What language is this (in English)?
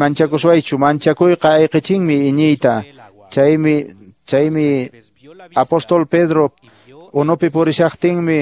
Quechua